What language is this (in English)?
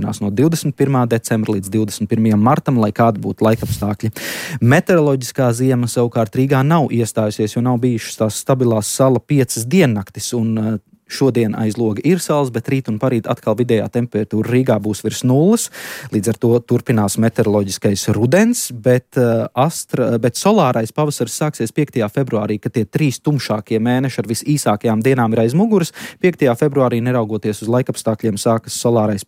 Latvian